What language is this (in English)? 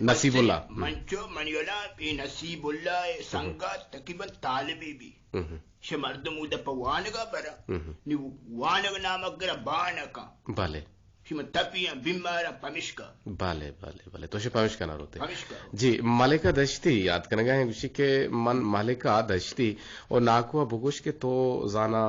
Eastern Balochi